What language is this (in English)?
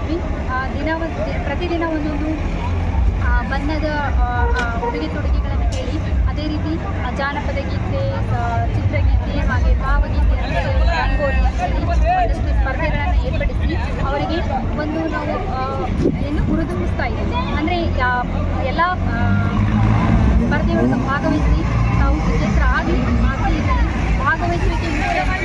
Kannada